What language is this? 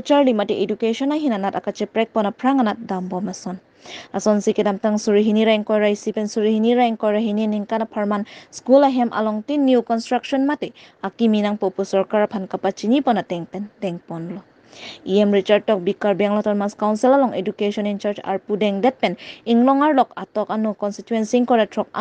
Karbi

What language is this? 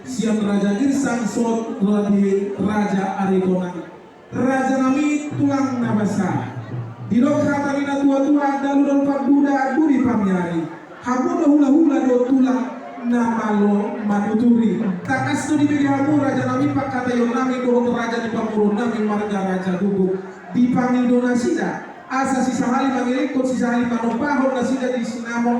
Batak Toba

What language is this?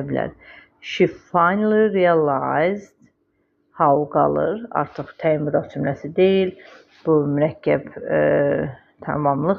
Azerbaijani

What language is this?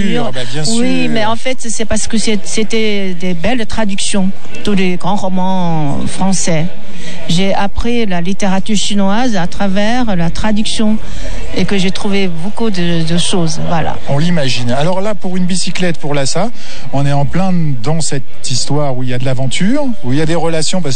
French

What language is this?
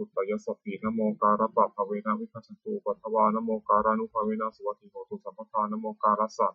Pali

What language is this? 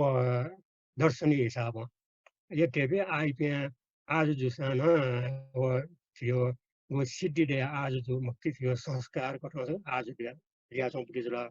Newari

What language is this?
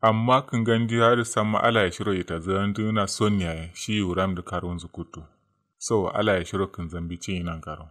Kanuri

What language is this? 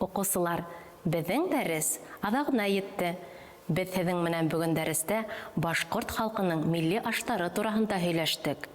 Bashkir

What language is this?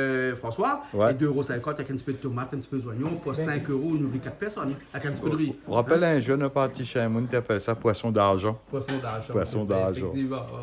Réunion Creole French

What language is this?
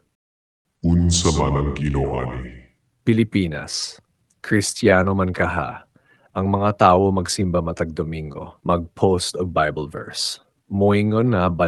Cebuano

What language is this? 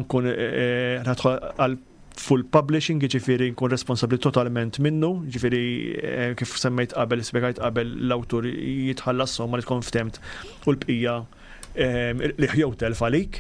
Maltese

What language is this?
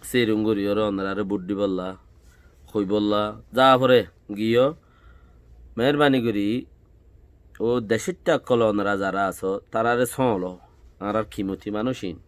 Rohingya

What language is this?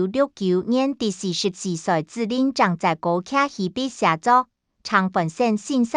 Hakka Chinese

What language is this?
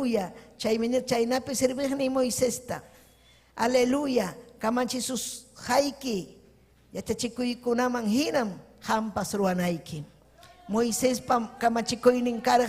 Ayacucho Quechua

